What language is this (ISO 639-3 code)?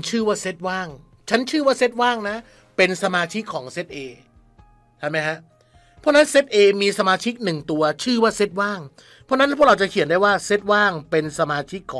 tha